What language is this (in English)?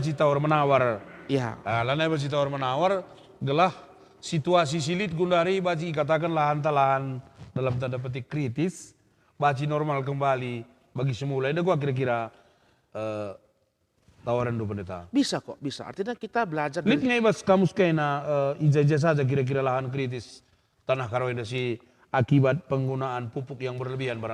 Batak Karo